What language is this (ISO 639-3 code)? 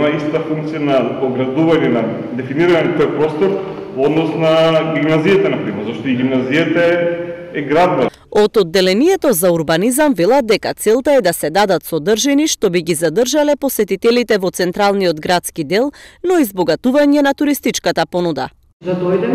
mkd